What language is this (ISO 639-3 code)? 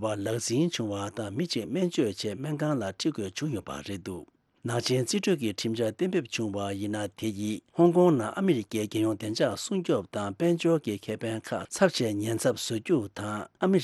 bod